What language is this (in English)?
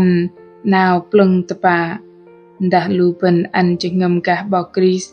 Bahnar